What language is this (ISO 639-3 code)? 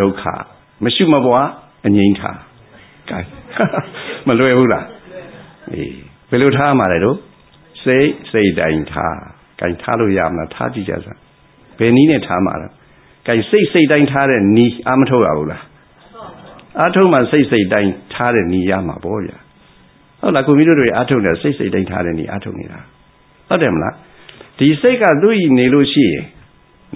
mya